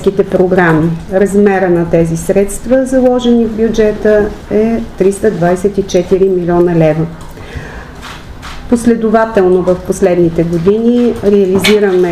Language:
Bulgarian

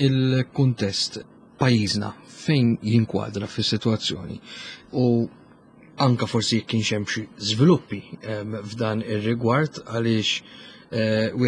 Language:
Maltese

